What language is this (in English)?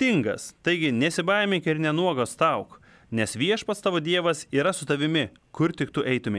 Lithuanian